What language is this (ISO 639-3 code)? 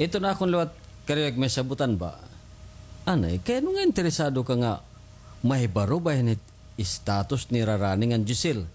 war